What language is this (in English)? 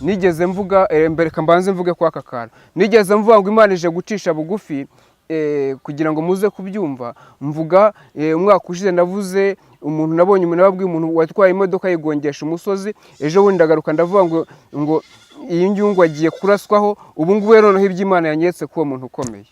Kinyarwanda